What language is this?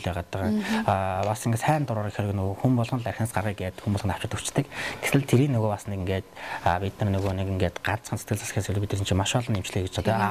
Mongolian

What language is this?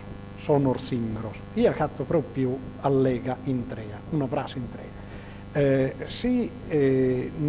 Sardinian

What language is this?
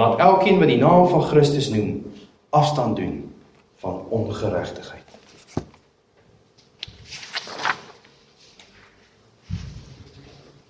Afrikaans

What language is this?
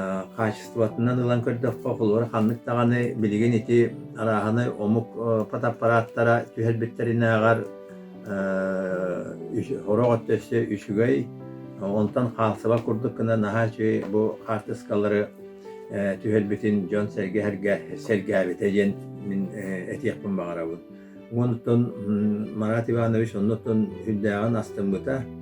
Yakut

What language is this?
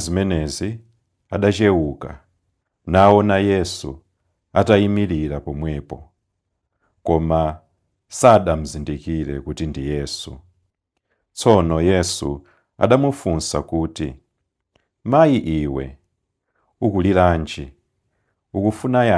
Nyanja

